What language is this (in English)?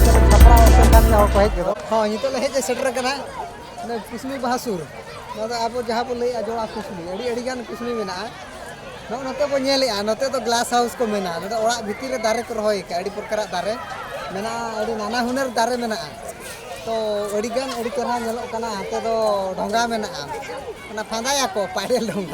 Santali